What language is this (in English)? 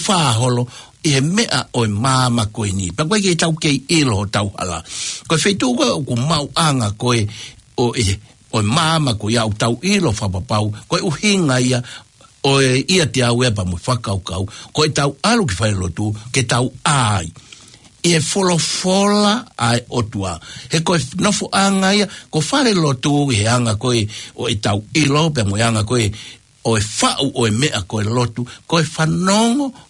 Tongan